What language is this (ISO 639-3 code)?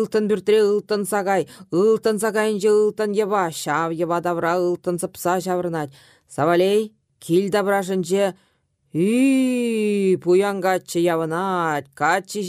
chv